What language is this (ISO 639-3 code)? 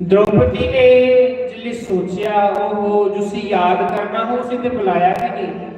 doi